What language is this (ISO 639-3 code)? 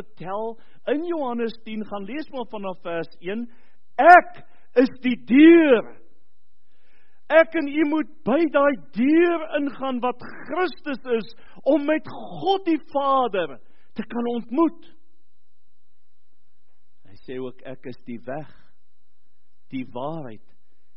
afr